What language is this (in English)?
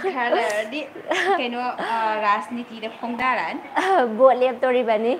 Manipuri